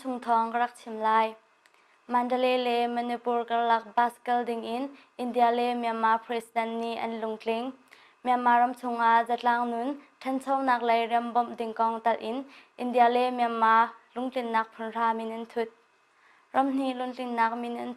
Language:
Hakha Chin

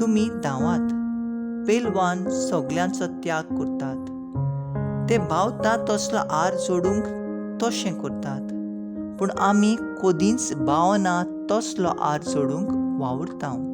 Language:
Konkani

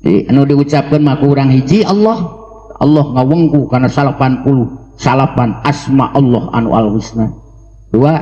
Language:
Sundanese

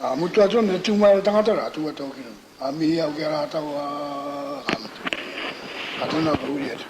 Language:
Māori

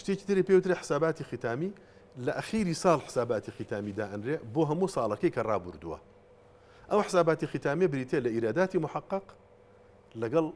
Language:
Central Kurdish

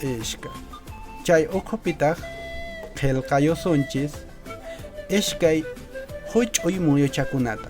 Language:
Quechua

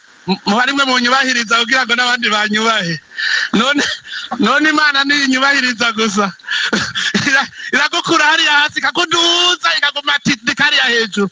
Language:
Rundi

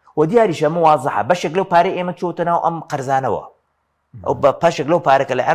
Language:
Central Kurdish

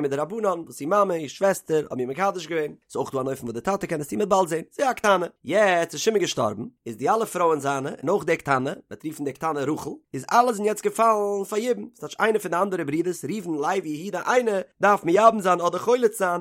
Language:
Yiddish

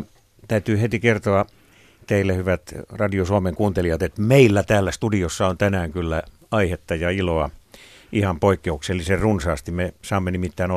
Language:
Finnish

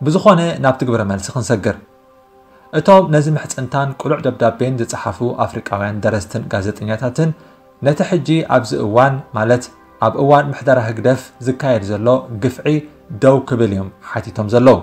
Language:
Tigrinya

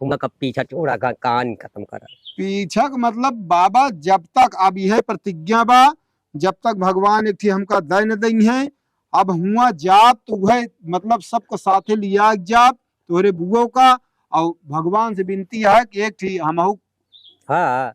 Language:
Awadhi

